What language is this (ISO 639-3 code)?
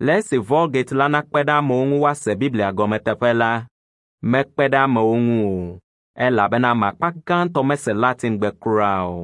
ewe